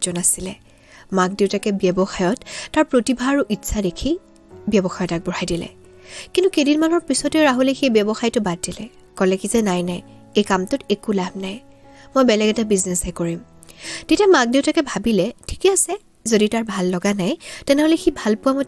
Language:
Assamese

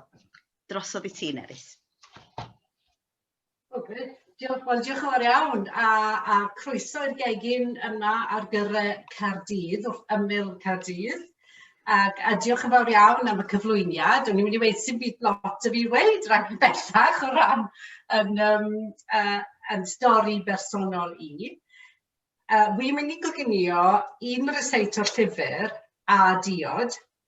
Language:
Welsh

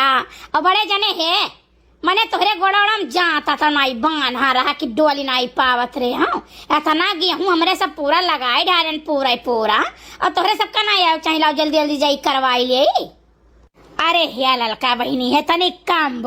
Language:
Awadhi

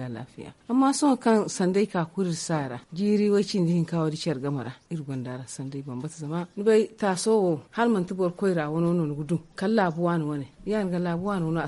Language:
Zarma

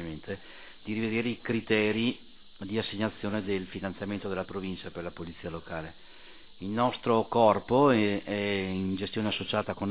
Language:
Italian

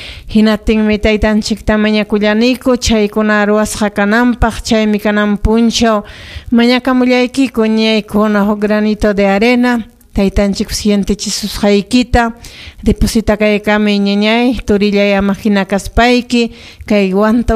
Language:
Ayacucho Quechua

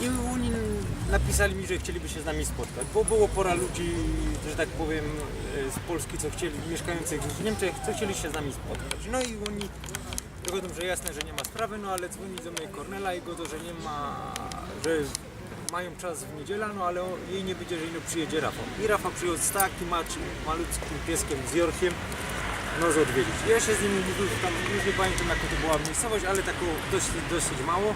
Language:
Silesian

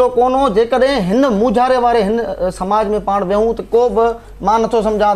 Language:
Sindhi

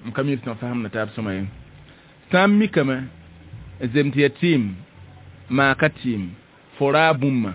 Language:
Mossi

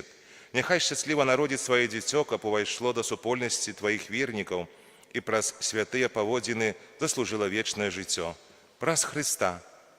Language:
Belarusian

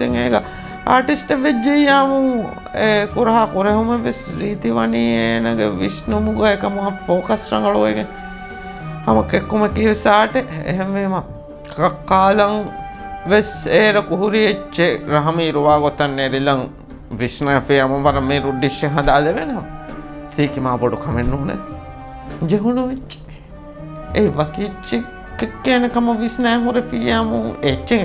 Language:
Divehi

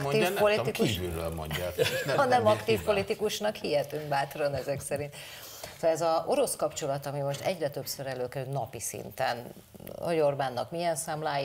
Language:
Hungarian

